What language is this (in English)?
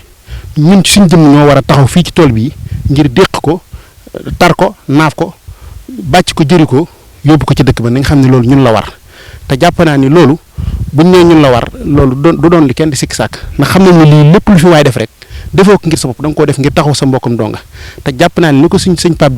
Wolof